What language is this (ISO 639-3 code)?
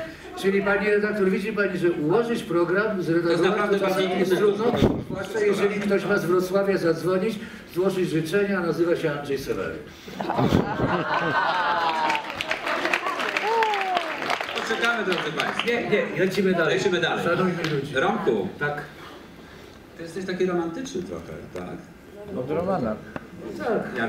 pol